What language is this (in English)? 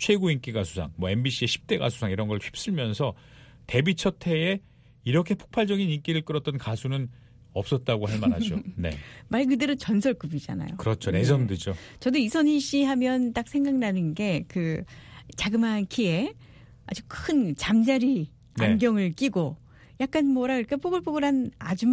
Korean